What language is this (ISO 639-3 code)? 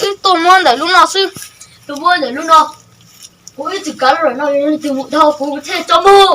hmn